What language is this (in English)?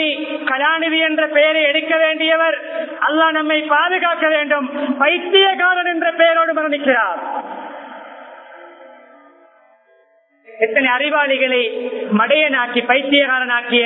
Tamil